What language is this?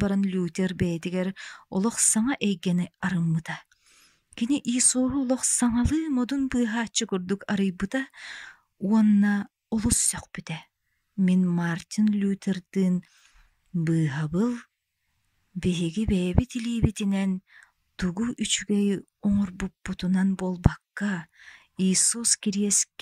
Yakut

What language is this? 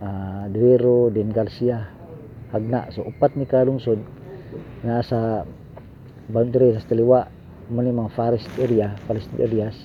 Cebuano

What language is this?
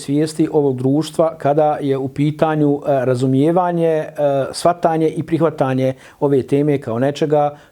Bosnian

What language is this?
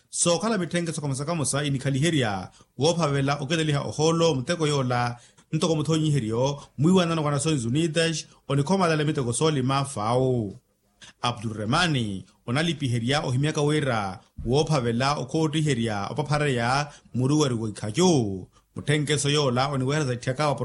Makhuwa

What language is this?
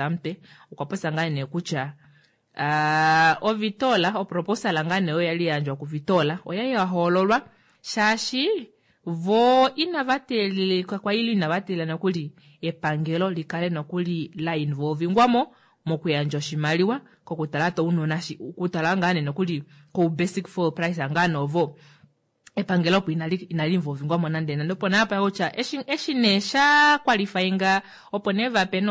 Kuanyama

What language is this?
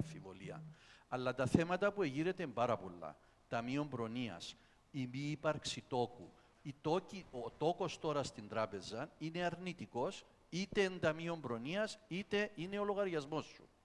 Greek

